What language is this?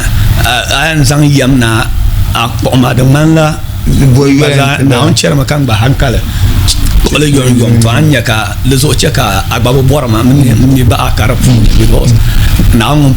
Dagbani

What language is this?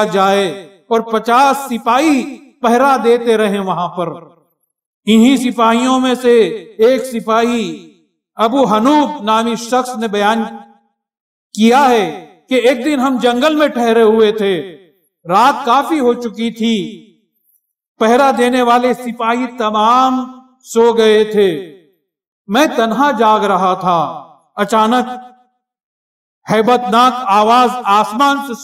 Urdu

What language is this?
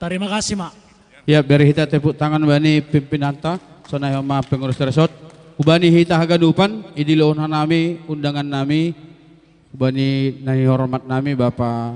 Batak Simalungun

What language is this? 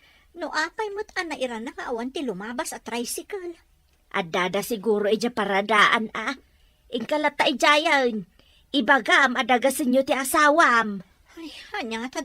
Iloko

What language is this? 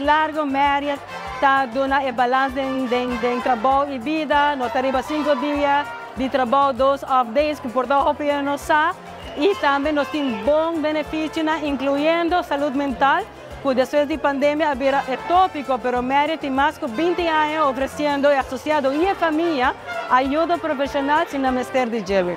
Papiamento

